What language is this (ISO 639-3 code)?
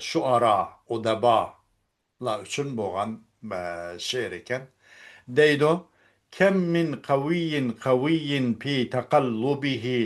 uig